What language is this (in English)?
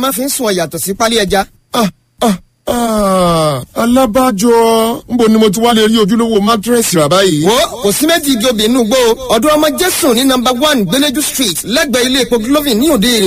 Yoruba